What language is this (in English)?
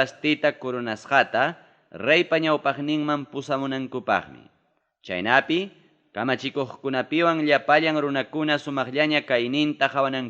Ayacucho Quechua